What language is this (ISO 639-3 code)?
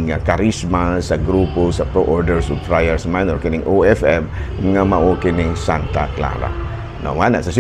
ceb